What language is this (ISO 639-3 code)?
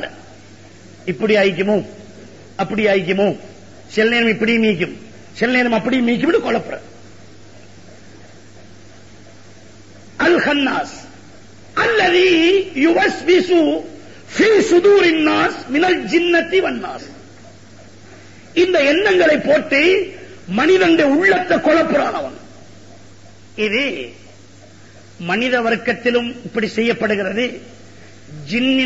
tam